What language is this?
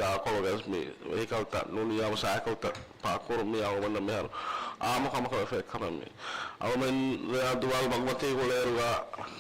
Divehi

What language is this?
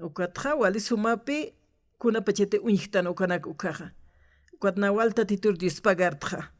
Aymara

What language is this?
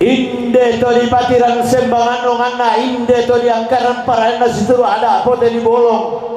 Toraja-Sa'dan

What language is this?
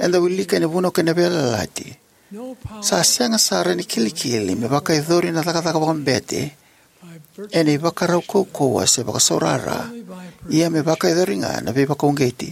Fijian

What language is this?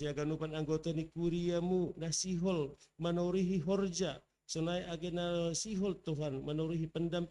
Batak Simalungun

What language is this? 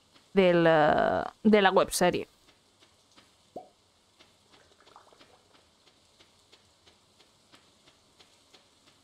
Spanish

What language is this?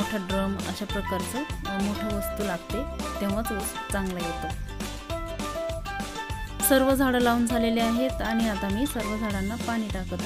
Marathi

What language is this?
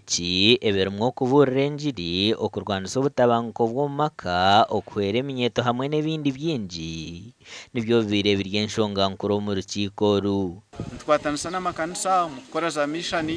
Nyankole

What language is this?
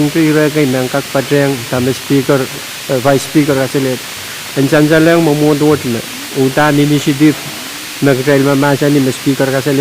Pohnpeian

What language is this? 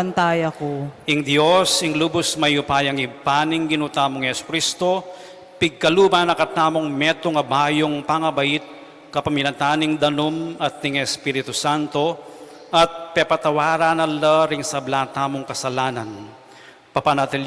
Pampanga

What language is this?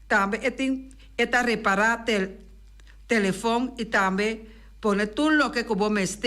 Papiamento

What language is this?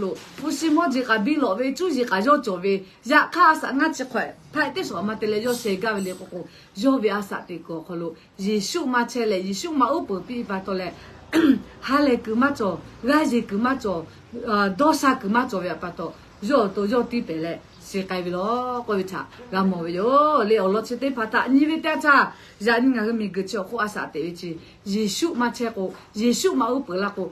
Lahu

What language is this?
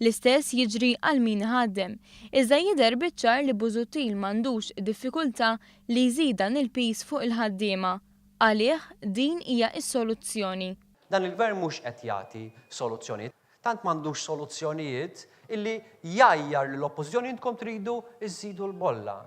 Maltese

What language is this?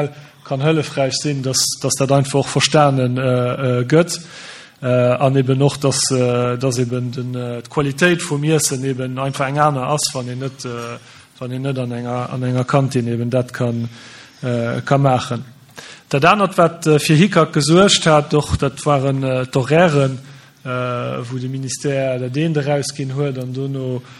Luxembourgish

